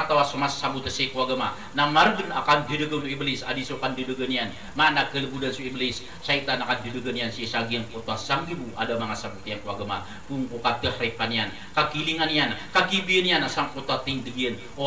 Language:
Maranao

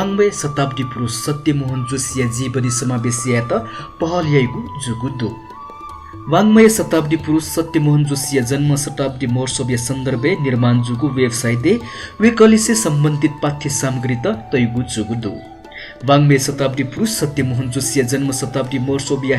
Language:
Newari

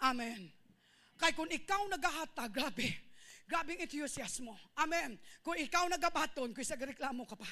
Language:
Hiligaynon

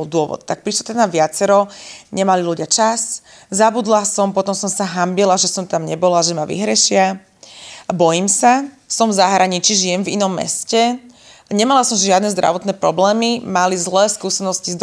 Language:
Slovak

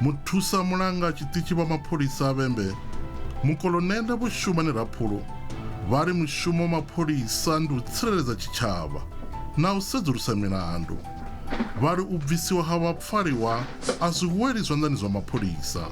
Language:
Venda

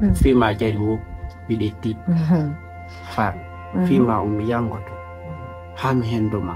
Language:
Fula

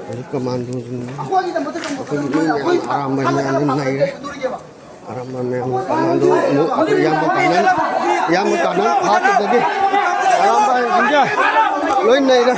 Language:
Manipuri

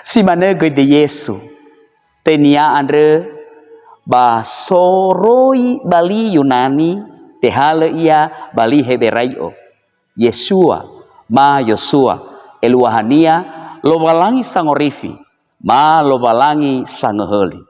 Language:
Nias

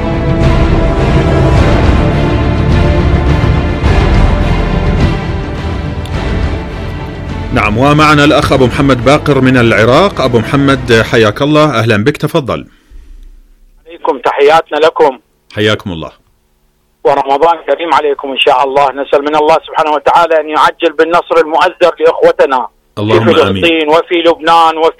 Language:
Arabic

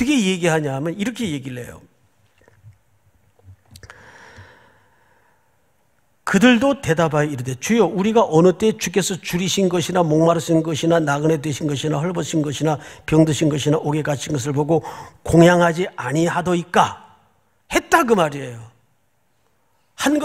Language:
Korean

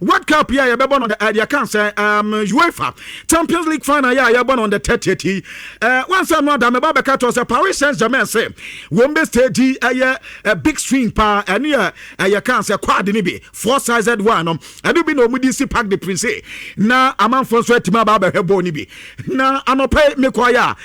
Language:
Akan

